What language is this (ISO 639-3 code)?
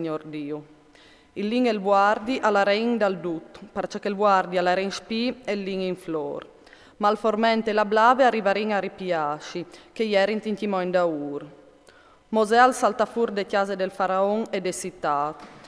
fur